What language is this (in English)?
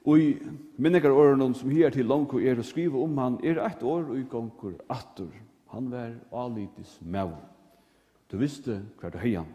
Faroese